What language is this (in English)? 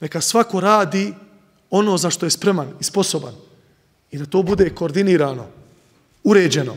Bosnian